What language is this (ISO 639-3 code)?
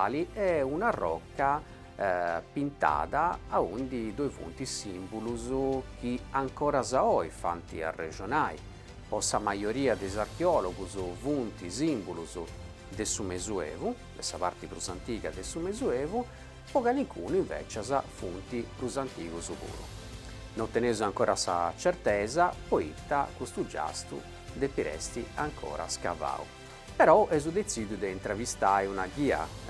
srd